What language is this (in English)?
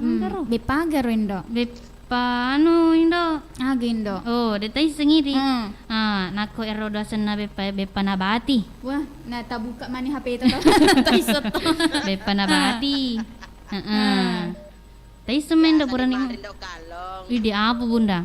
Buginese